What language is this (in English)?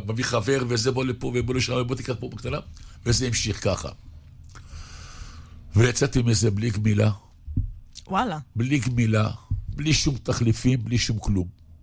Hebrew